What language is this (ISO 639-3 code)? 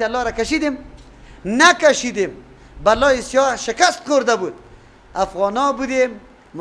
fas